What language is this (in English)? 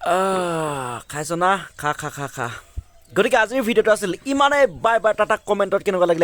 Assamese